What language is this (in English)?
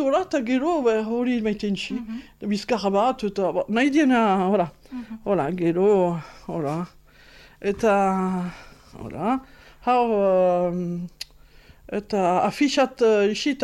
Basque